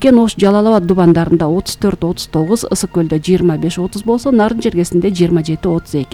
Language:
Kyrgyz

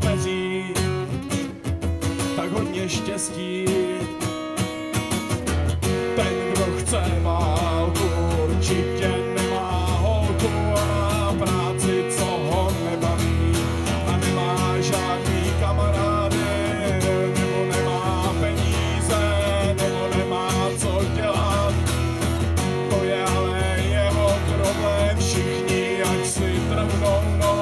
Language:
Czech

